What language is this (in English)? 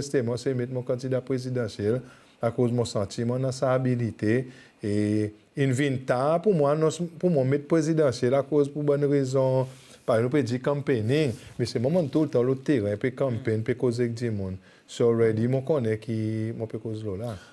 Seselwa Creole French